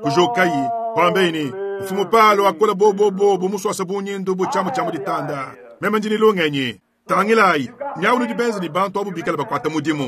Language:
Luba-Lulua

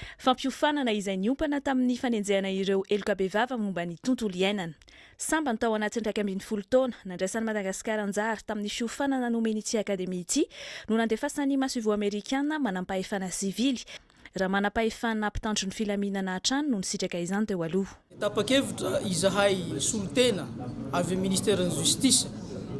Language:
Malagasy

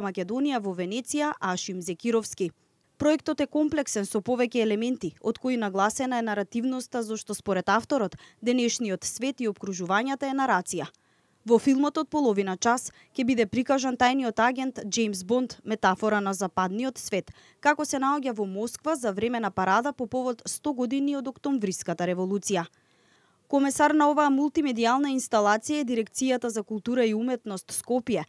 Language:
Macedonian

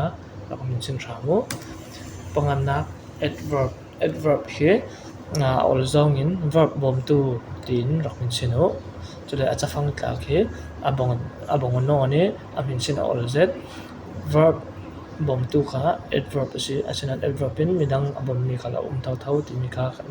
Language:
Falam Chin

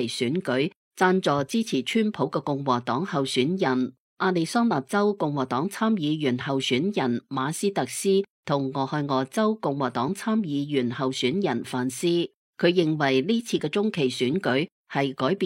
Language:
Cantonese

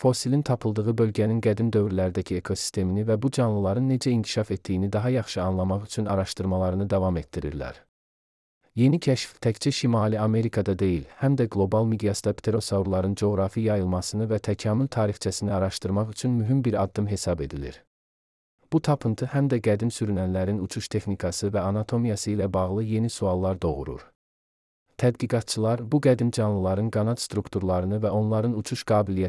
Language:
Azerbaijani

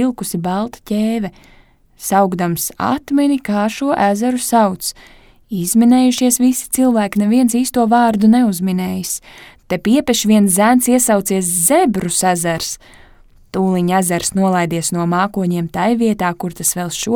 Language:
Latvian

